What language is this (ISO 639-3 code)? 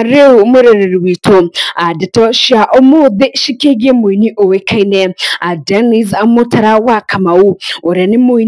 kik